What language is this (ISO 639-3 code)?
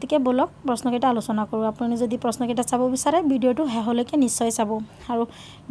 asm